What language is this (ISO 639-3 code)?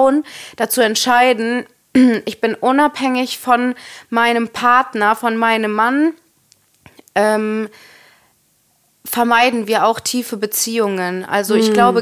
deu